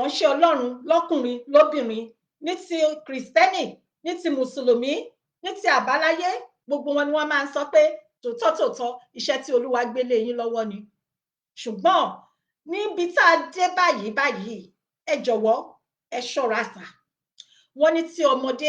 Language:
Yoruba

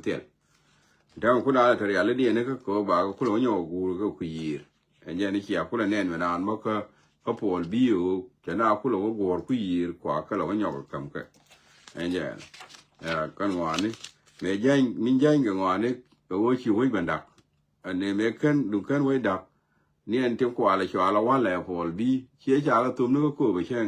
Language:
Nuer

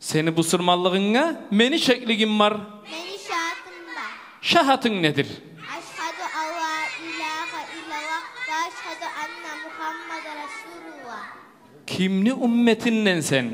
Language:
Kumyk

